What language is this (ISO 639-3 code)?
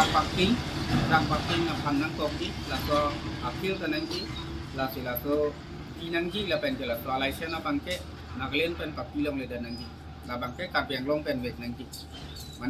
mjw